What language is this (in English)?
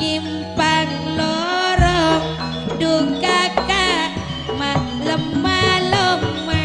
Madurese